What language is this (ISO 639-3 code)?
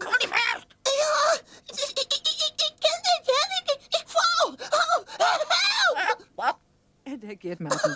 fry